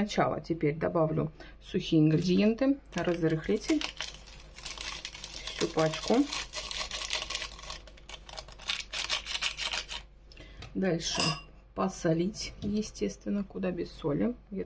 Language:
Russian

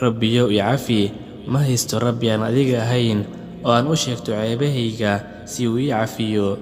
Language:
Somali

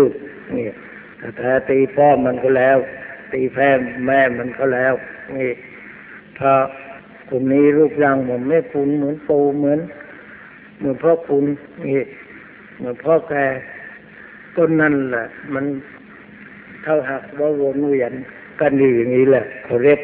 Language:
Thai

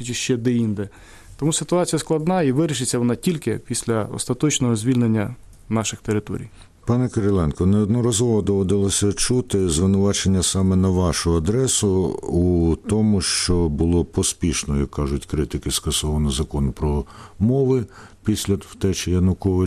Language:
Ukrainian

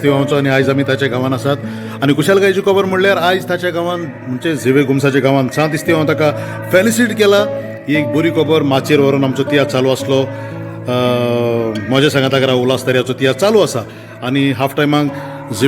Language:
Konkani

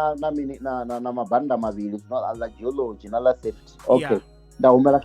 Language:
Venda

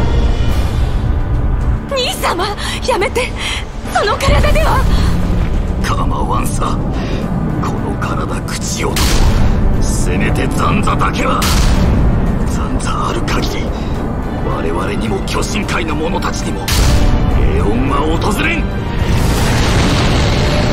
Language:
Japanese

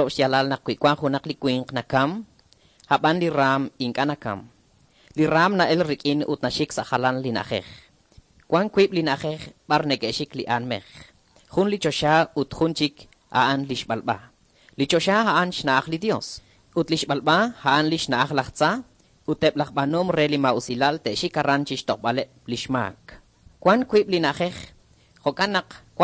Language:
Kekchí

